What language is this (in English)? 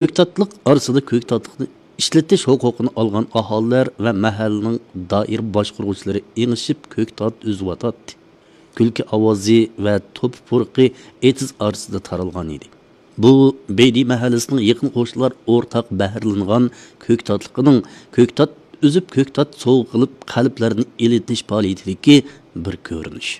Uyghur